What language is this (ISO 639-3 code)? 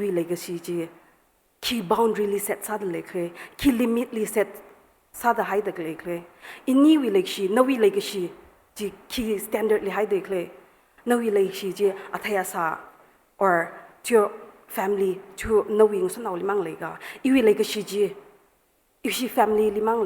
nmf